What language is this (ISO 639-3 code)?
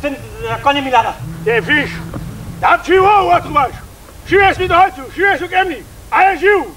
hsb